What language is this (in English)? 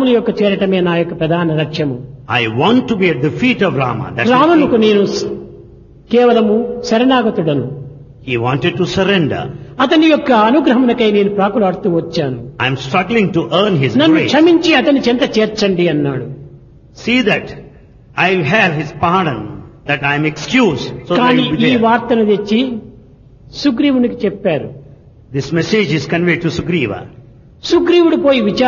Telugu